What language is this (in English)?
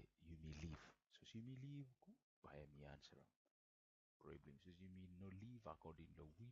Bislama